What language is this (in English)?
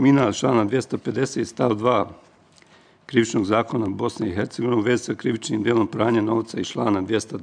Bosnian